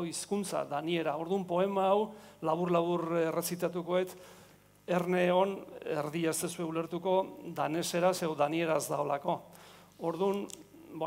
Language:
Basque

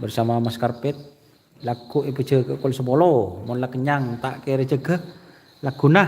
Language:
Madurese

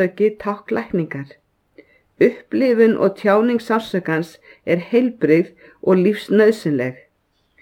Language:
Icelandic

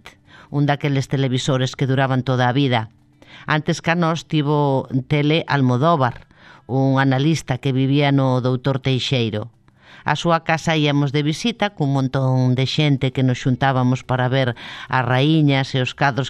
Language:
Galician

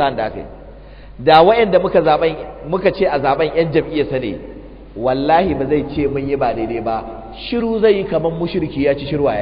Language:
Hausa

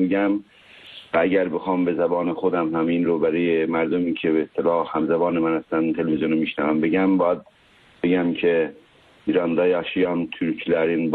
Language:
Persian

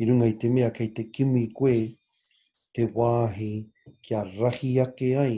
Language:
Māori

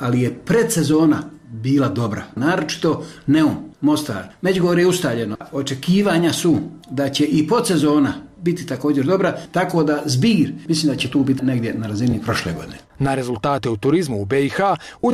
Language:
Bosnian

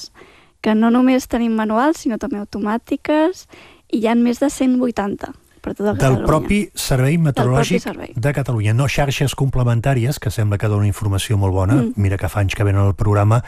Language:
Catalan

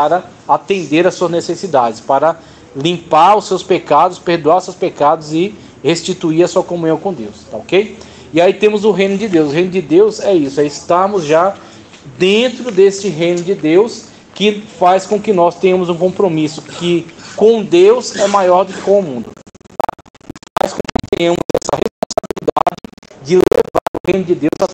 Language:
Portuguese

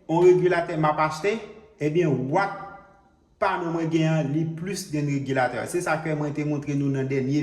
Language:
Haitian Creole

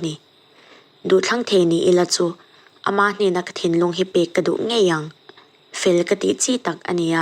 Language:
Mizo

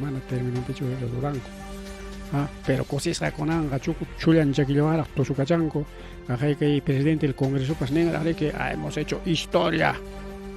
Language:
Ayacucho Quechua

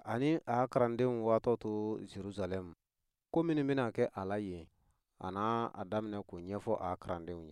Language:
Bambara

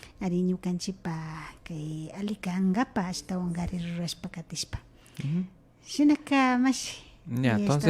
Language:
Imbabura Highland Quichua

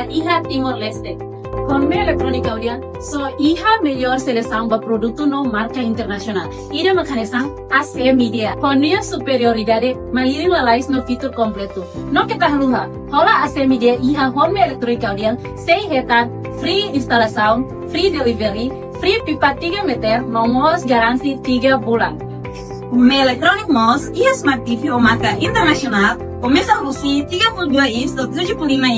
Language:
Tetum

